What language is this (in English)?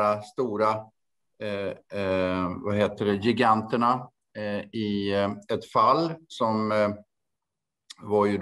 Swedish